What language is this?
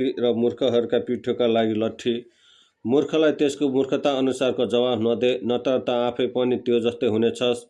Nepali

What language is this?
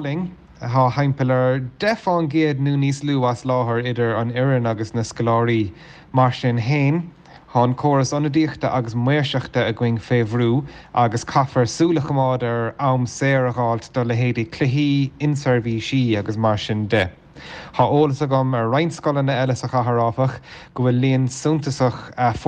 Irish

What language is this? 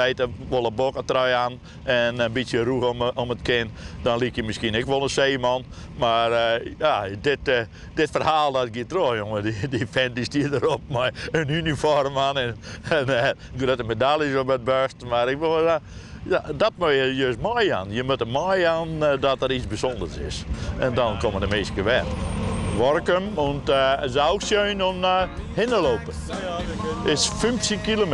Western Frisian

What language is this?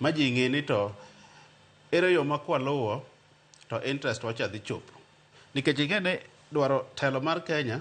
Luo (Kenya and Tanzania)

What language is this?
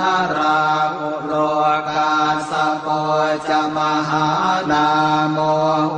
Pali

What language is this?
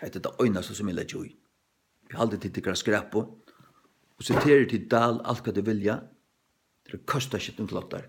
Faroese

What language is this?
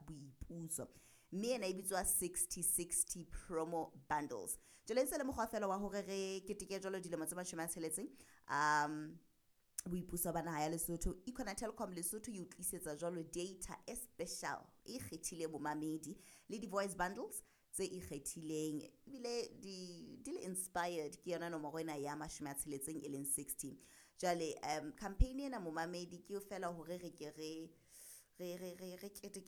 Southern Sotho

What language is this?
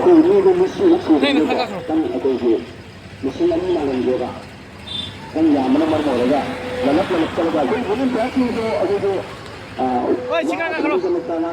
Manipuri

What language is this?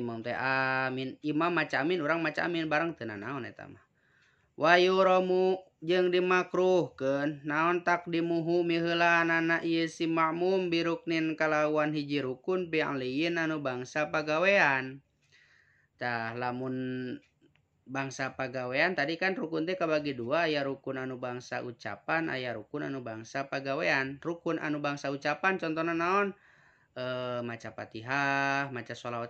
Sundanese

